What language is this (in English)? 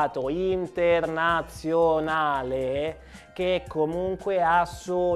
Italian